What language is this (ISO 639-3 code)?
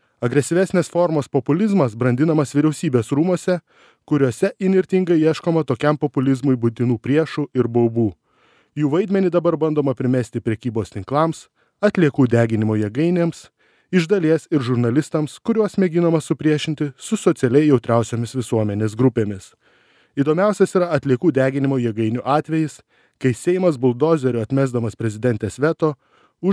lit